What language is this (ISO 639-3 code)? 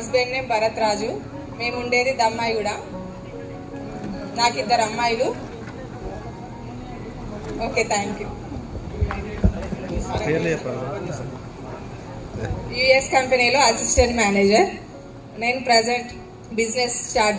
tel